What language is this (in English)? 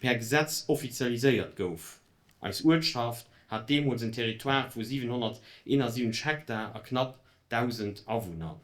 Luxembourgish